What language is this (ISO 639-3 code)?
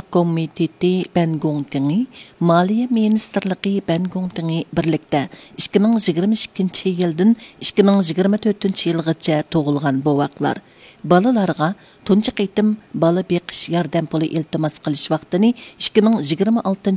uig